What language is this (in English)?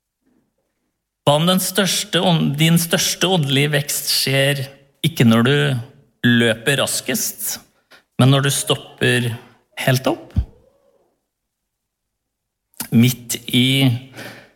Norwegian